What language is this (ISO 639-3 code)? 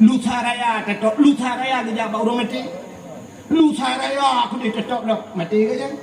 ace